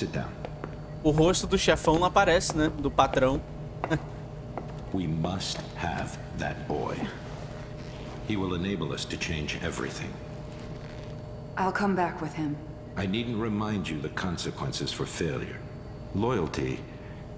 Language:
Portuguese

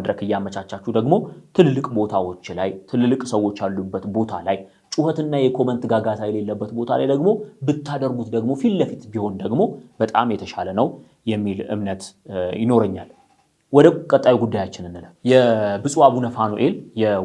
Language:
Amharic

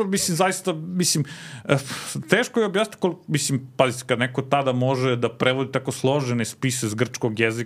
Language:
Serbian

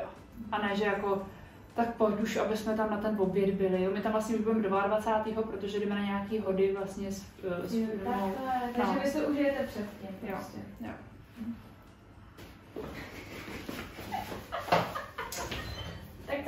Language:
Czech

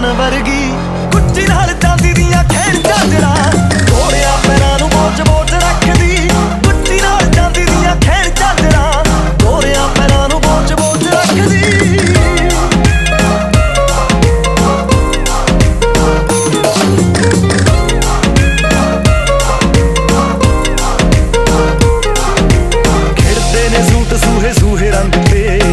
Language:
Punjabi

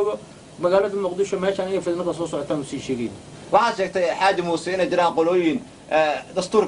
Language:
Somali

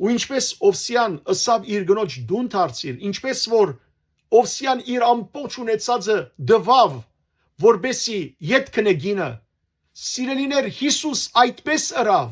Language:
Western Armenian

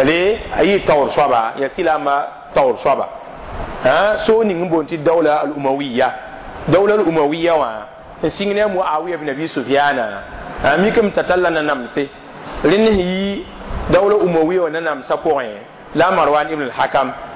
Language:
Mossi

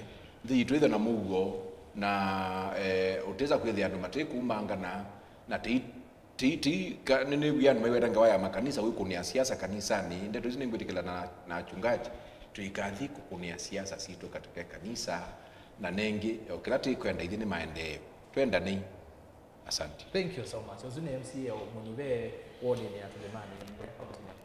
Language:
Kamba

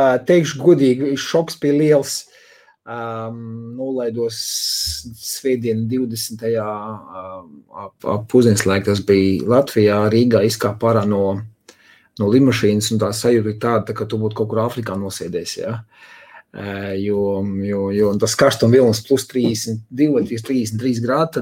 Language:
Latvian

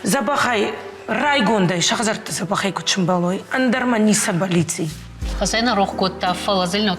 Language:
Ossetic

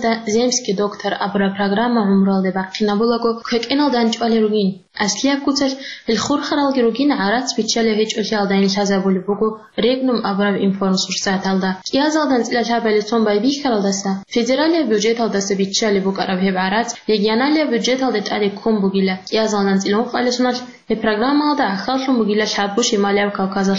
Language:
Avaric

